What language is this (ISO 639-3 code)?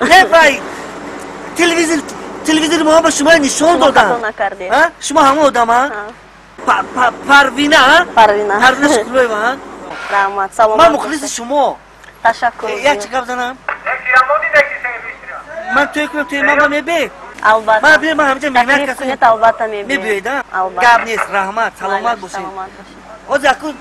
tgk